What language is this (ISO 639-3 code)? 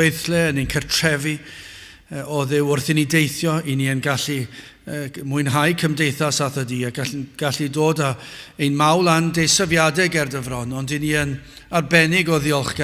cym